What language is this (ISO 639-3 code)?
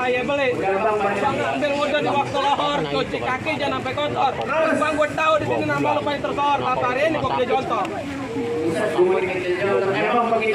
bew